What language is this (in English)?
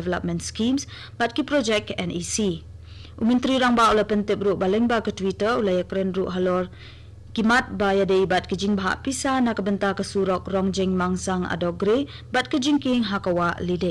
Khasi